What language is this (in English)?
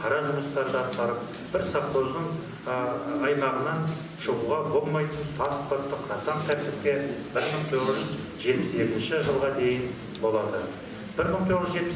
Kazakh